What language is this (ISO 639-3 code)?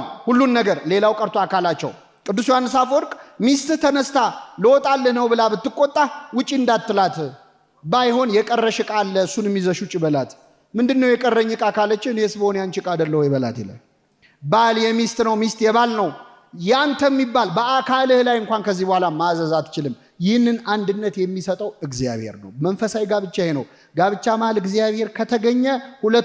amh